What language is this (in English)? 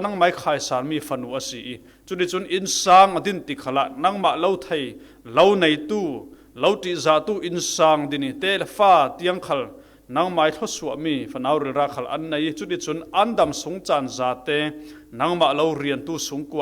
Falam Chin